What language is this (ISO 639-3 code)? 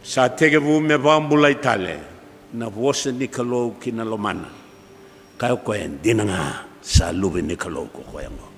fij